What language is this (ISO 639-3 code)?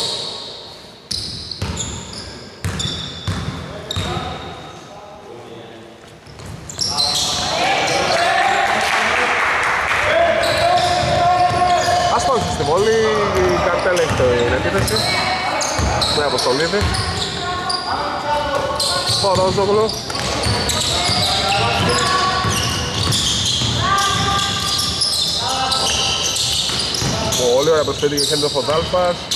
ell